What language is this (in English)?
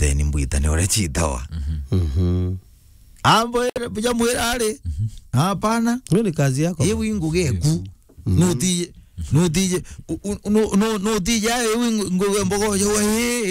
Meru